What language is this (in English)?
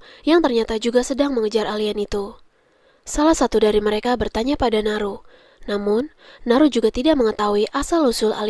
Indonesian